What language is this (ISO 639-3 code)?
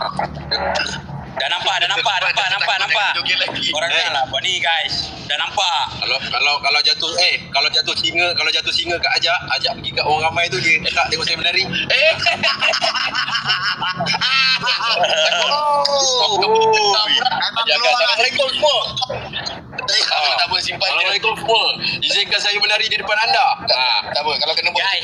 msa